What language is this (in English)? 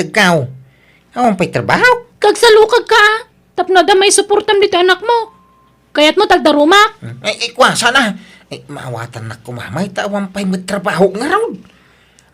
Iloko